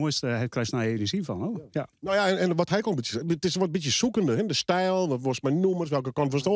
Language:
Western Frisian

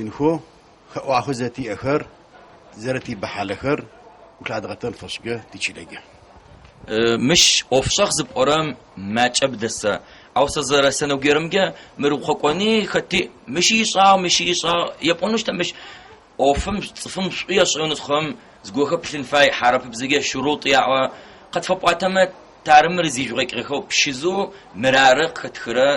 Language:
Adyghe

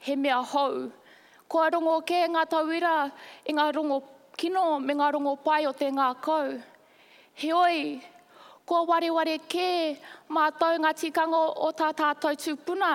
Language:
Māori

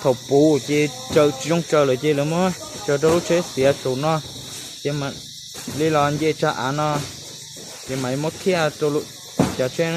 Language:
Hmong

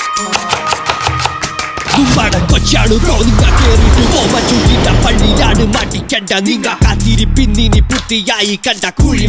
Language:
Malayalam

